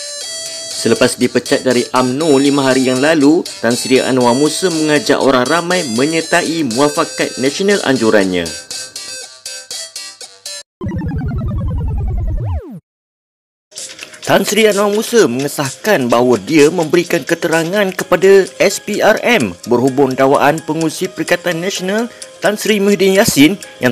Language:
Malay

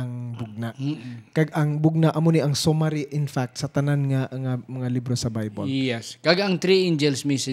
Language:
Hiligaynon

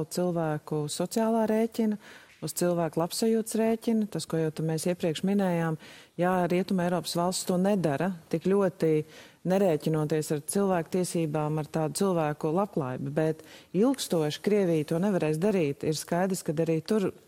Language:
Latvian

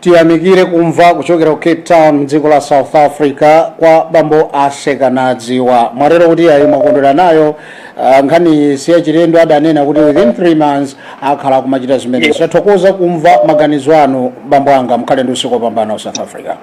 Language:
Nyanja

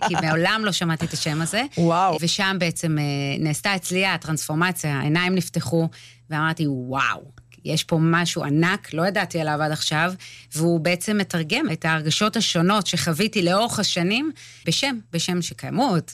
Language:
Hebrew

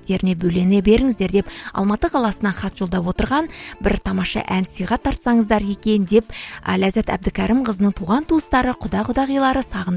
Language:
Kazakh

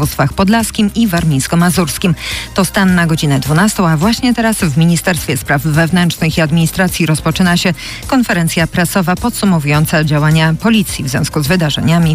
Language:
Polish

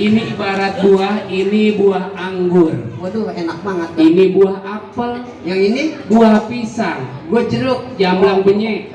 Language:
Betawi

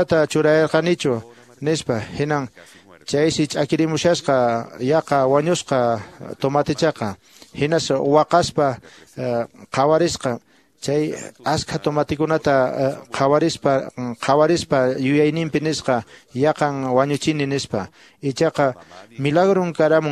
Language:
Quechua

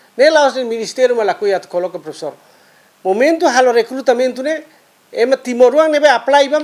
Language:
Tetum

